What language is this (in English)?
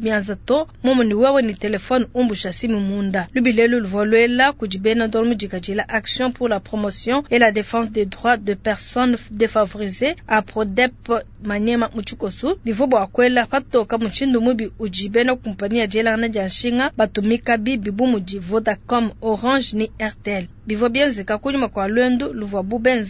Luba-Lulua